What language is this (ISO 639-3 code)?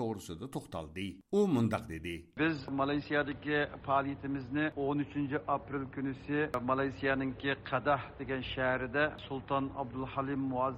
uig